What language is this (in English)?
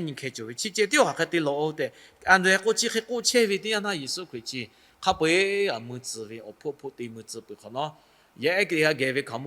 Lahu